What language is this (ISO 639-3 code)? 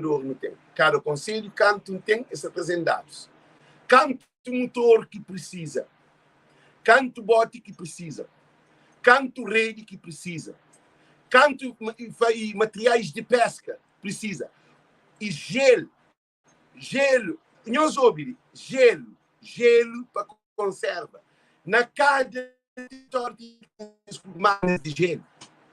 kea